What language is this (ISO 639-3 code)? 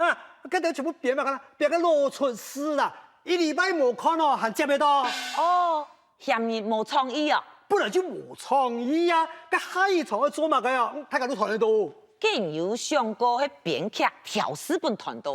hak